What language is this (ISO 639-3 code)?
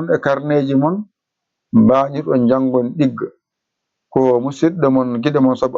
ful